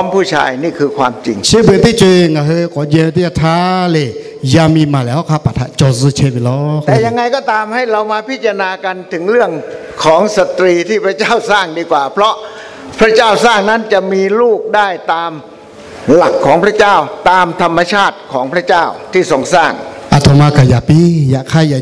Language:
Lahu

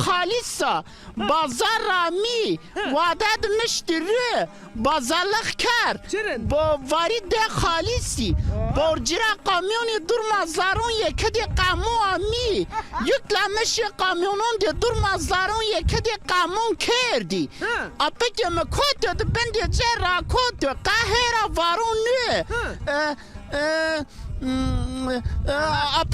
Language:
Zaza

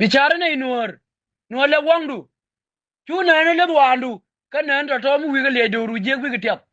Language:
Nuer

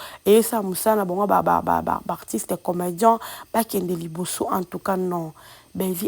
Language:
Lingala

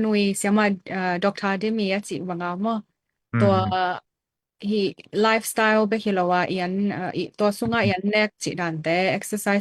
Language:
Tedim Chin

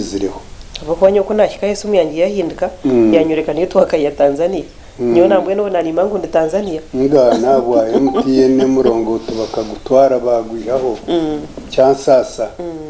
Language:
Nyankole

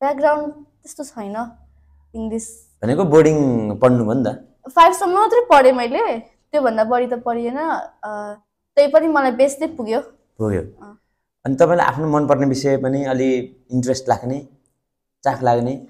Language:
Nepali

